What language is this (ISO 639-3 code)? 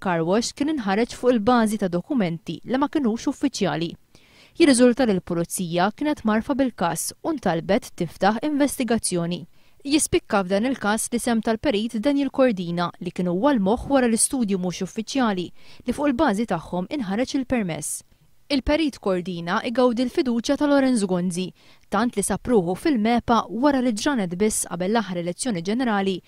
mlt